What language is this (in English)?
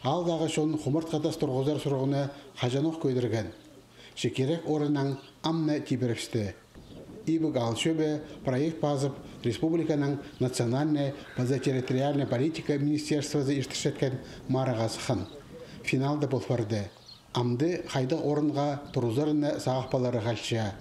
Khakas